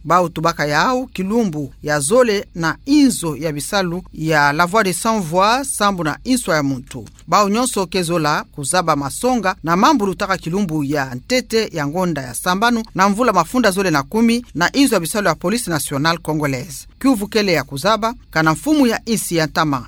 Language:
Kituba (Democratic Republic of Congo)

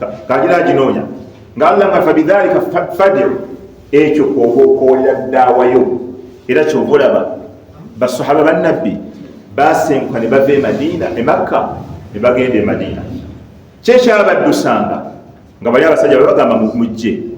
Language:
Ganda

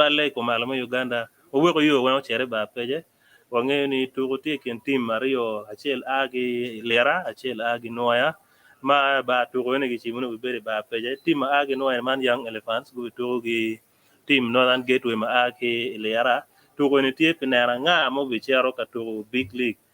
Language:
Acoli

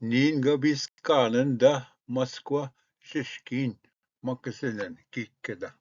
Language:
Ojibwa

